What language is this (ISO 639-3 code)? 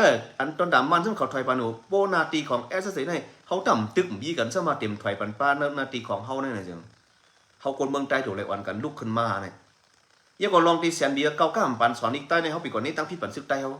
shn